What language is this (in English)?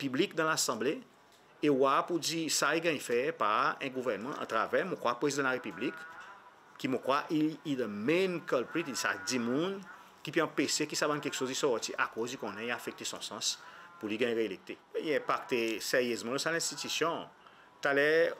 Seselwa Creole French